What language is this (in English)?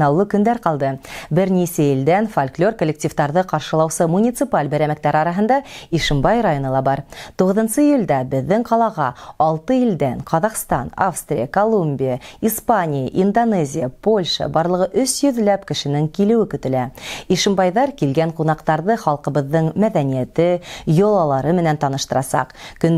Bashkir